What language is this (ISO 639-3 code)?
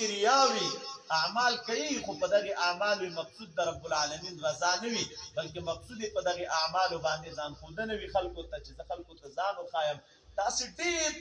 pus